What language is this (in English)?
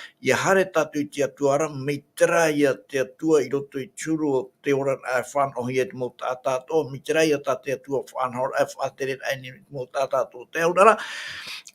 Tahitian